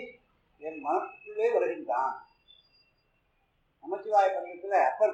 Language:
Tamil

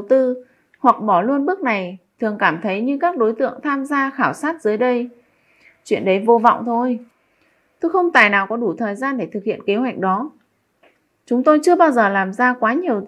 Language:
Vietnamese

